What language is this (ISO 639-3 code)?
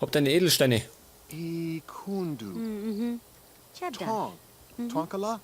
bar